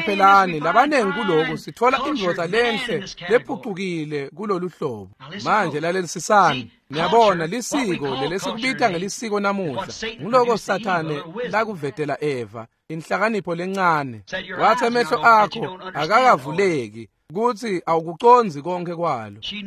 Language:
Swati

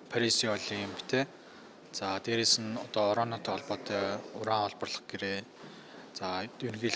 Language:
Mongolian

